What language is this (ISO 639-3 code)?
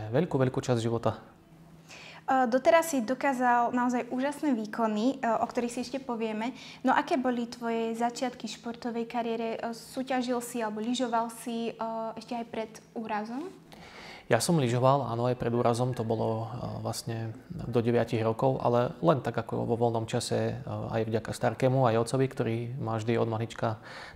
slk